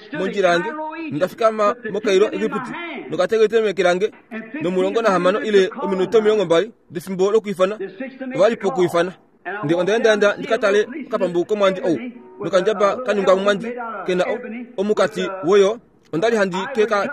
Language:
Kuanyama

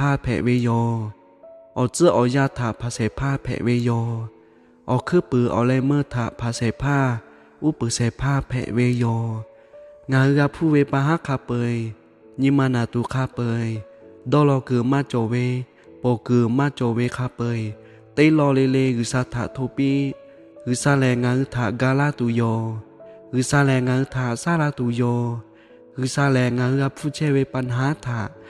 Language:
Lahu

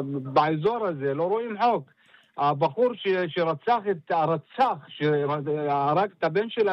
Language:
Hebrew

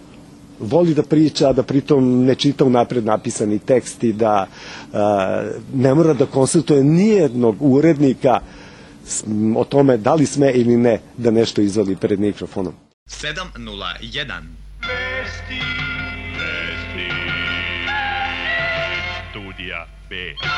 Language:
Serbian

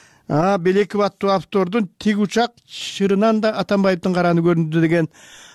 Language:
Kyrgyz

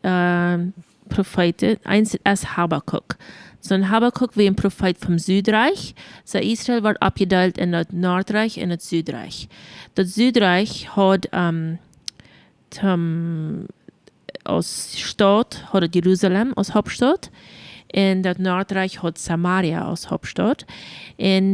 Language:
Plautdietsch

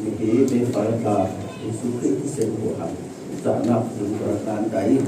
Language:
Falam Chin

